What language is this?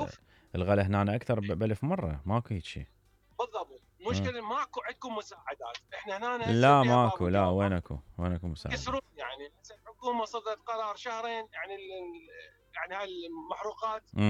Mesopotamian Arabic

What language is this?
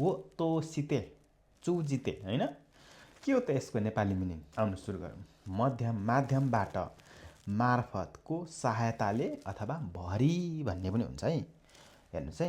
Nepali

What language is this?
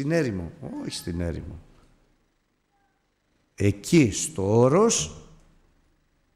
Greek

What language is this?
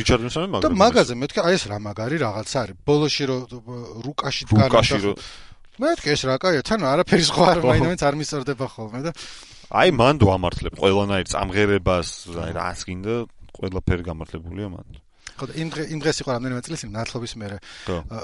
Georgian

